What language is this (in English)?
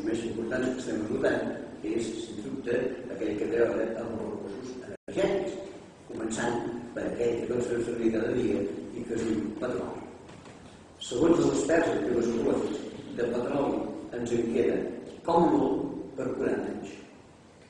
Catalan